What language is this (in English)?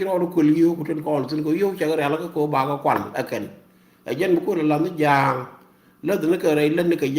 Nuer